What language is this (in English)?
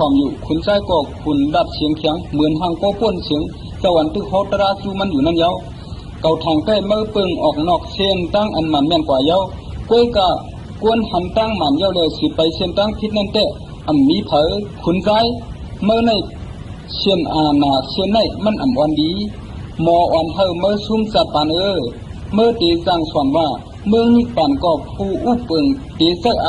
Shan